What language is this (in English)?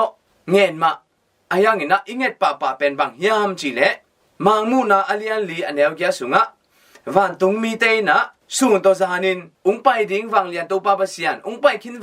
Tedim Chin